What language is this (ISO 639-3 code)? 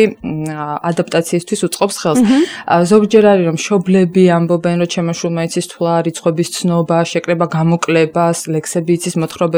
kat